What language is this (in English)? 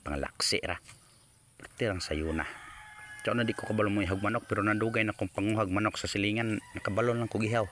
Cebuano